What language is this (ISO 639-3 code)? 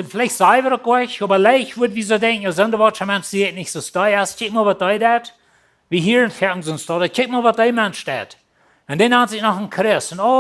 pdt